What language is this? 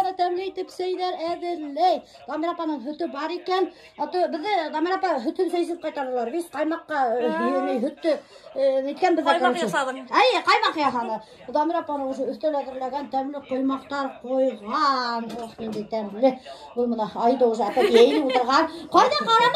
Bashkir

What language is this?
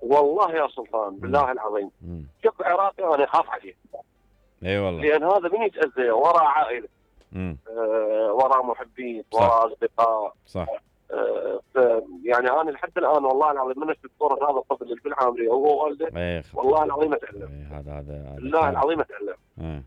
Mesopotamian Arabic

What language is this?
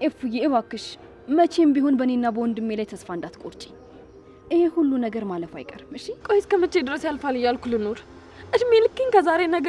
Amharic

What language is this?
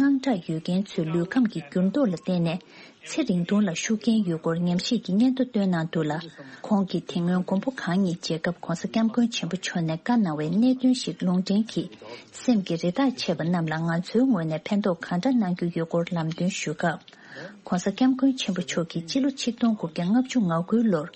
Tibetan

